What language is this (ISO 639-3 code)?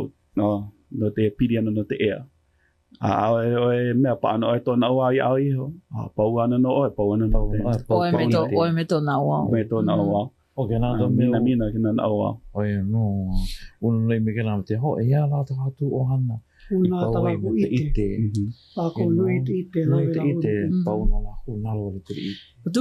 haw